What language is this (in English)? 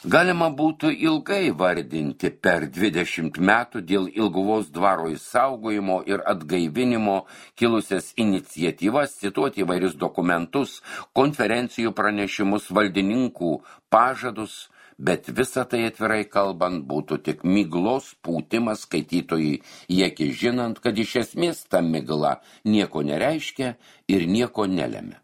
Lithuanian